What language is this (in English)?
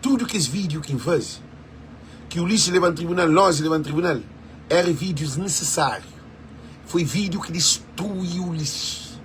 Kabuverdianu